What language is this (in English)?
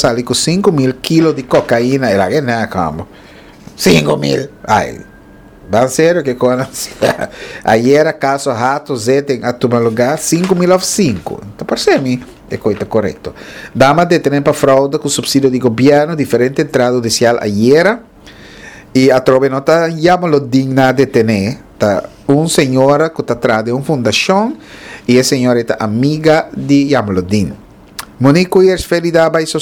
Papiamento